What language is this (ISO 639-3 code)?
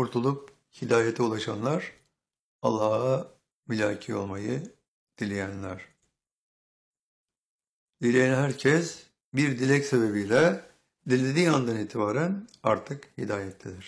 tur